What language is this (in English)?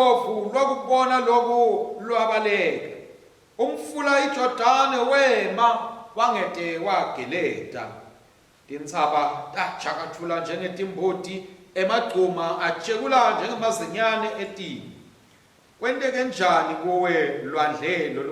Swati